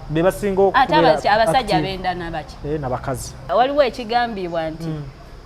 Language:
Ganda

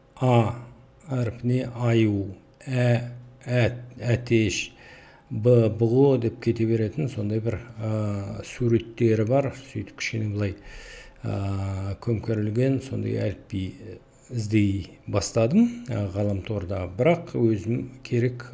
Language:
Kazakh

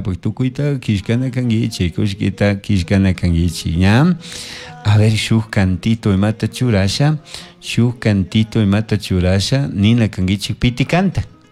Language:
Chimborazo Highland Quichua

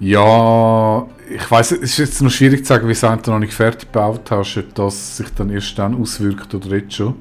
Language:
Swiss German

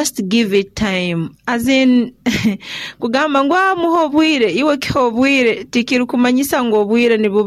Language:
Nyoro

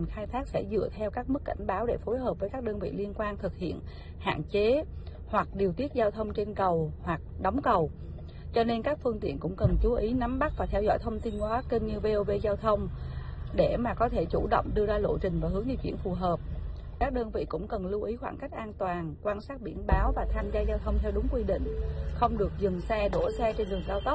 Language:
Vietnamese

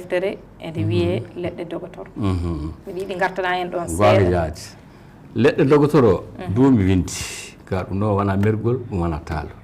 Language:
Fula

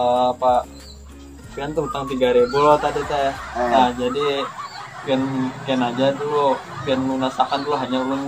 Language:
Banjar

